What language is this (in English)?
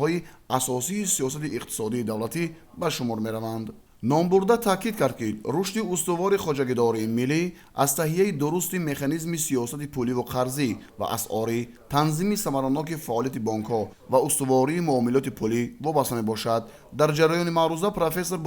Tajik